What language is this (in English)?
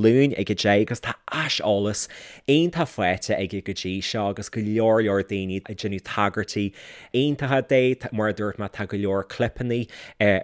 Irish